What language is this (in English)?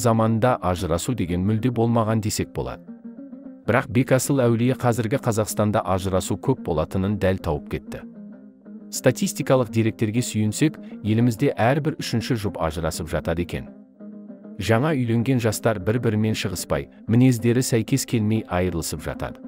Kazakh